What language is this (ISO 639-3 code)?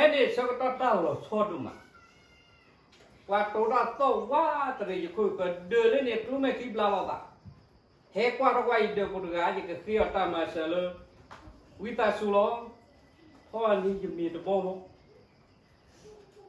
ksw